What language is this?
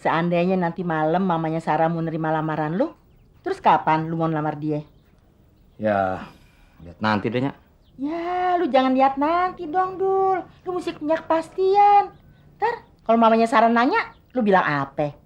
Betawi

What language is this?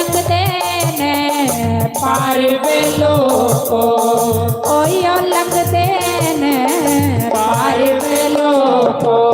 Dogri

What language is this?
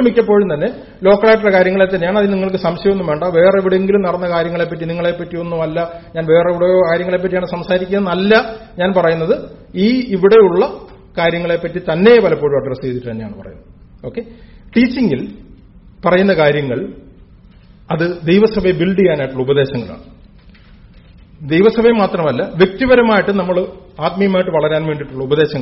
Malayalam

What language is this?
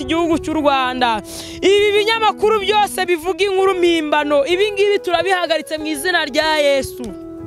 Kinyarwanda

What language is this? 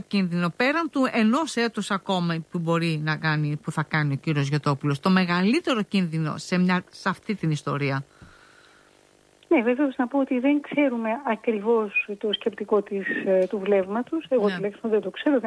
Greek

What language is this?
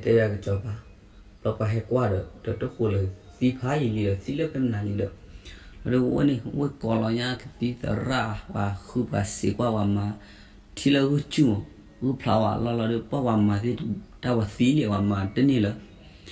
S'gaw Karen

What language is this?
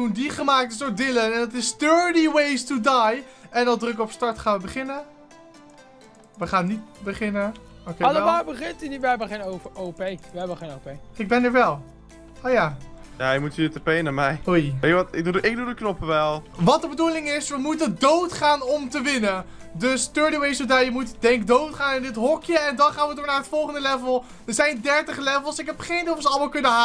Dutch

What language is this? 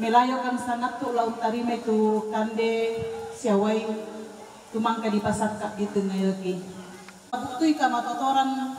Toraja-Sa'dan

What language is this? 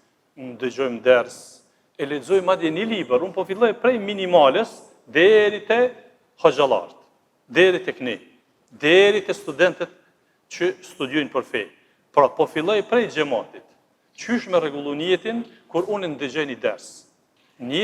Albanian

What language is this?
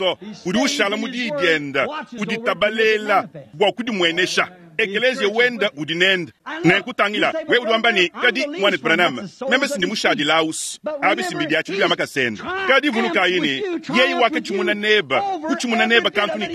Luba-Lulua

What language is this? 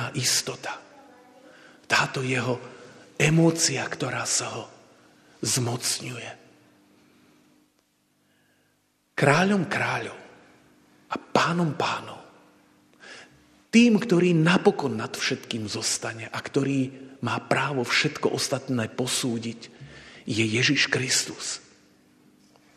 Slovak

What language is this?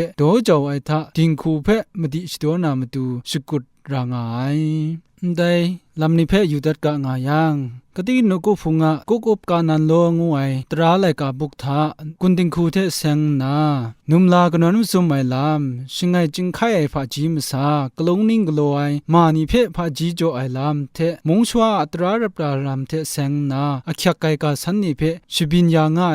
Kachin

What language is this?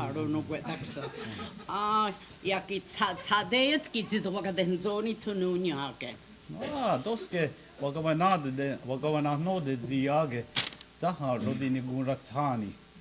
Mohawk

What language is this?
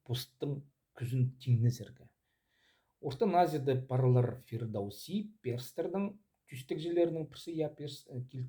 Khakas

